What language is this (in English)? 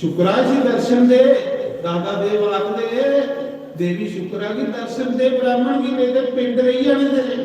Dogri